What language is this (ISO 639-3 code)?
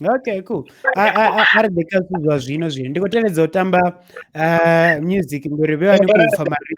ven